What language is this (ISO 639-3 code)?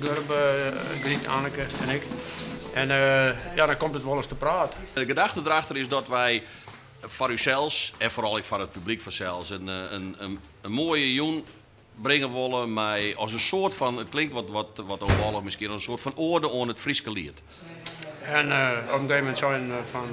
fry